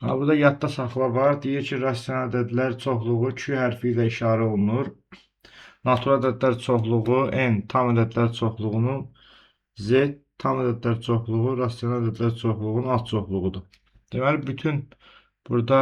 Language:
Azerbaijani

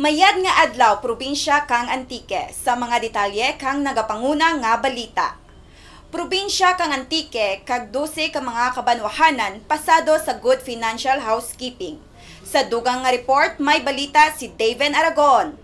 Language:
Kinaray-a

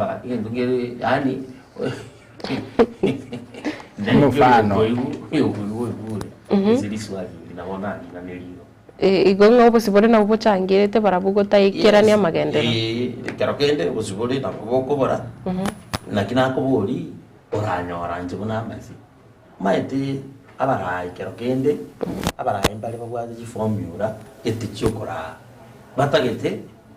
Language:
Gusii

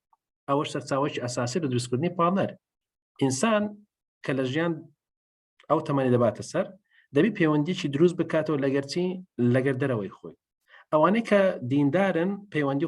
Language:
Central Kurdish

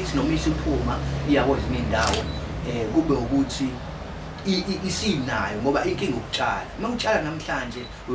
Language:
Zulu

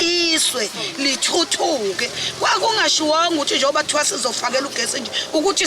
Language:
Zulu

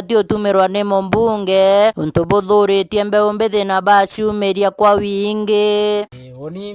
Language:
Meru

